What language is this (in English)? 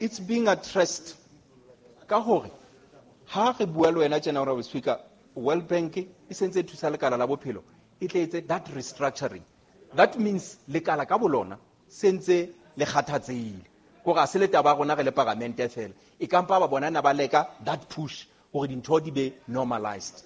Southern Sotho